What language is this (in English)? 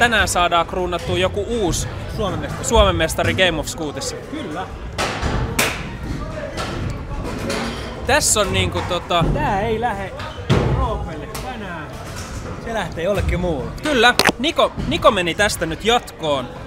Finnish